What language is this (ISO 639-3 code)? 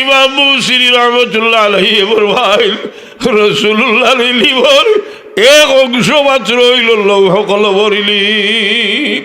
syl